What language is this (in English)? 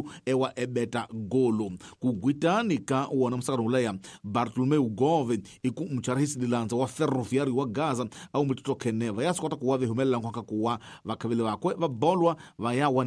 Tsonga